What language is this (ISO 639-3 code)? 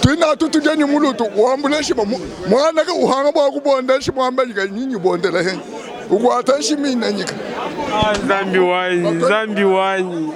lua